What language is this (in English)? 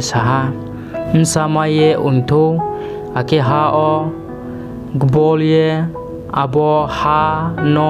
Riang (India)